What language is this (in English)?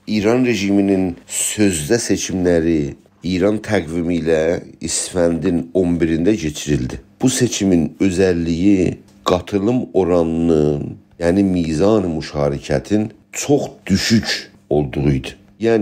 South Azerbaijani